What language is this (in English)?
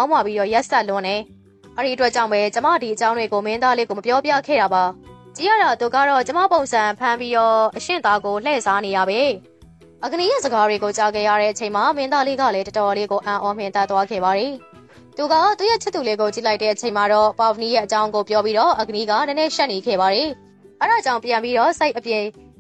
Burmese